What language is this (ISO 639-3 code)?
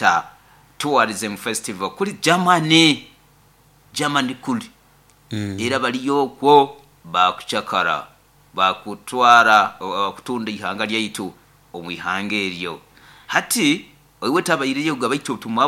nyo